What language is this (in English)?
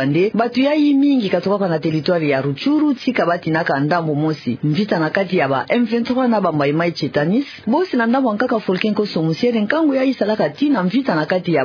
Kituba (Democratic Republic of Congo)